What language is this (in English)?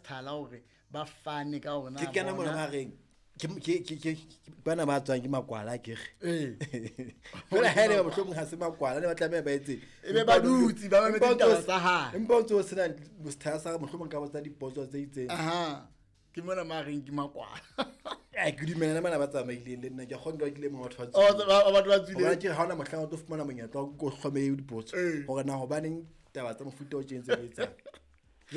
Southern Sotho